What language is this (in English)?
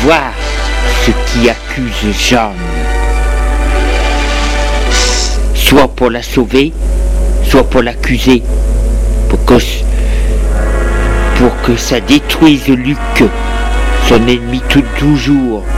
French